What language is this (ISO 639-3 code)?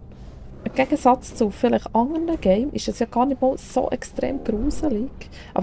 gsw